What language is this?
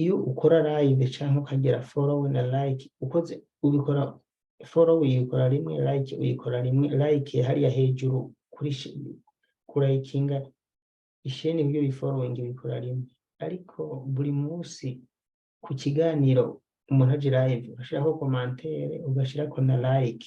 Rundi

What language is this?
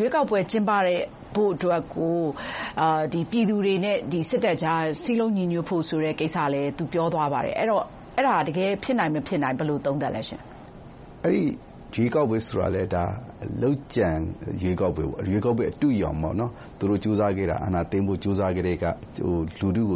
Burmese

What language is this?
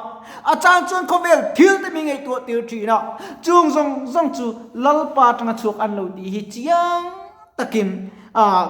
Mizo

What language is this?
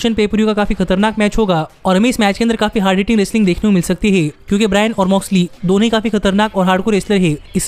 Hindi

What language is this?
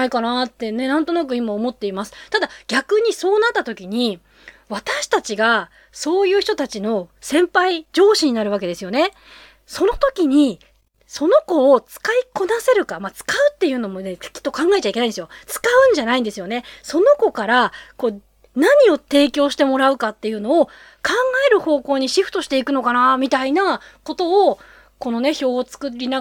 Japanese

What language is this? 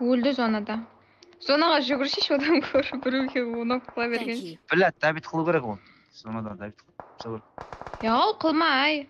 Kara-Kalpak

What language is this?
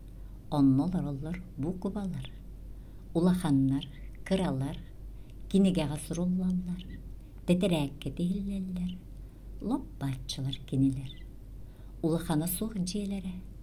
Yakut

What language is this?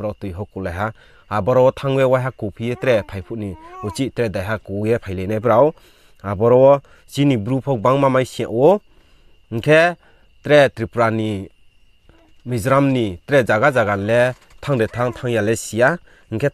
Riang (India)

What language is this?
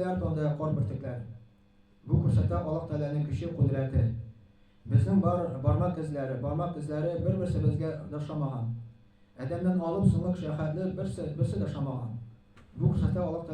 Tatar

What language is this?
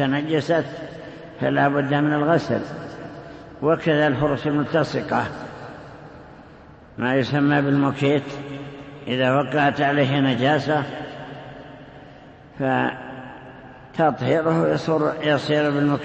Arabic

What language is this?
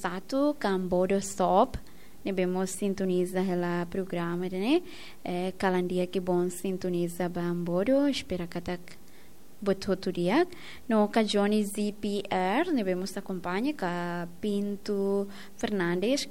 Tetum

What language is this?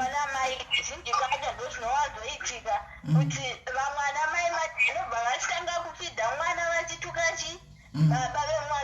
Shona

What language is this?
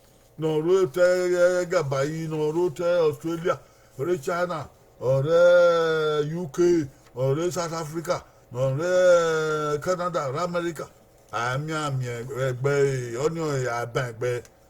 Bini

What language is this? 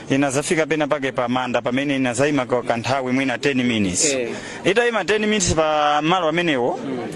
Nyanja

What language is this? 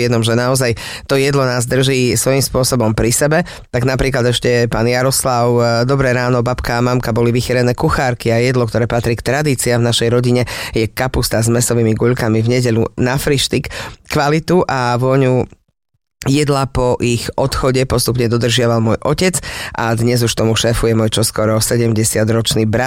Slovak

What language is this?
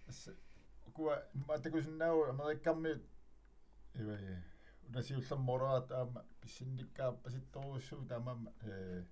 Kalaallisut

